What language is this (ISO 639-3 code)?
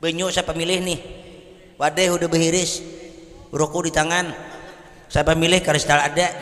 bjn